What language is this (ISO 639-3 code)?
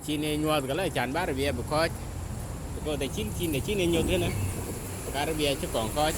din